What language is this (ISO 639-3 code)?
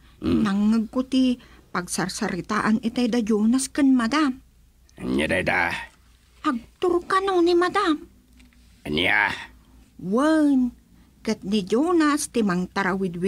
ilo